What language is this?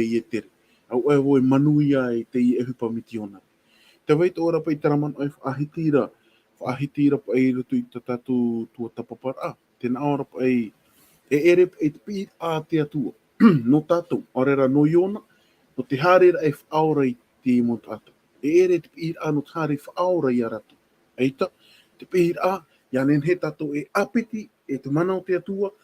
Tahitian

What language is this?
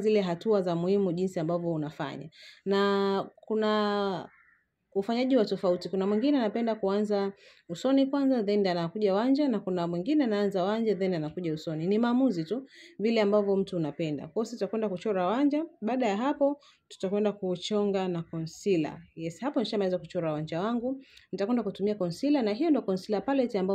Swahili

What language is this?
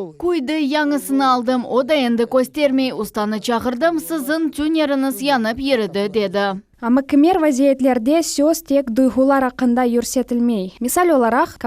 Crimean Tatar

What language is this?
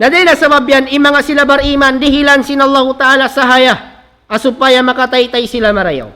Tausug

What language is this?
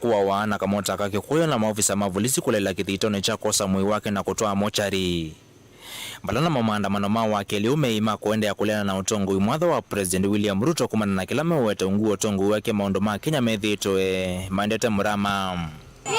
Kamba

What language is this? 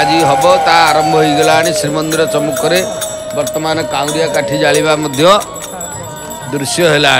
Odia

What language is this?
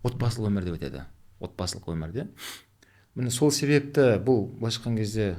Kazakh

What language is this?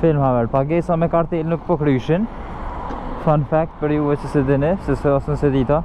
Albanian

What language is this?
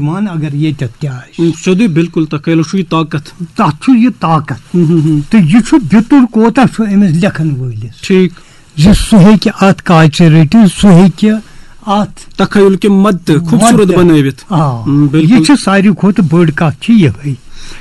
Kashmiri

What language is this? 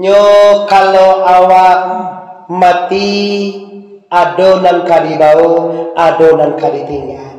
Minangkabau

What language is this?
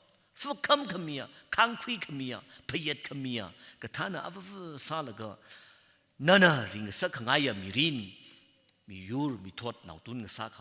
Tangkhul Naga (India)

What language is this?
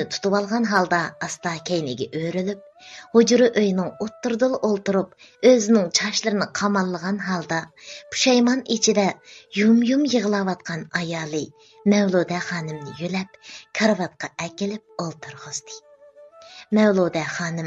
Uyghur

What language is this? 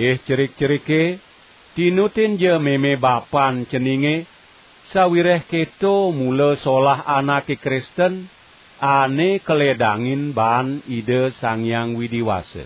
Balinese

